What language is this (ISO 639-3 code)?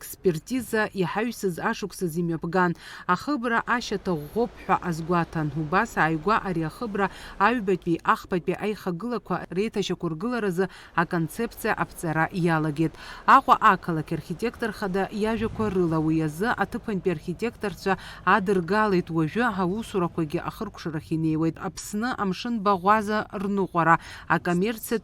abk